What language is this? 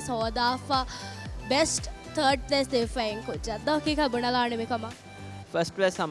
Divehi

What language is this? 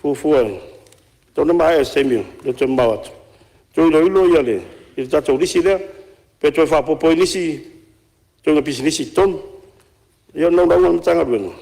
Samoan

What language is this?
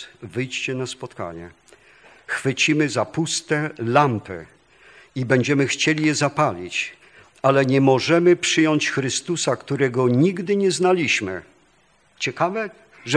Polish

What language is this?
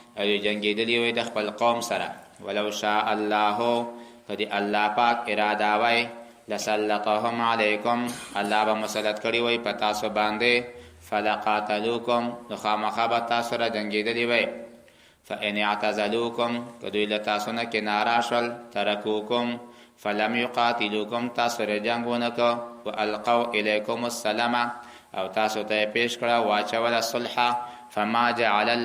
Pashto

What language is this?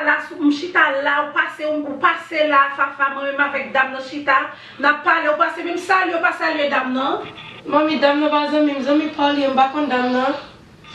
Haitian Creole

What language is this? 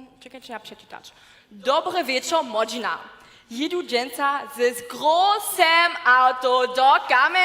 Upper Sorbian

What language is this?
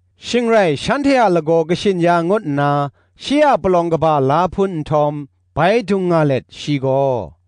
Kachin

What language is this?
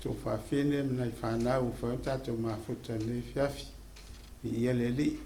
Samoan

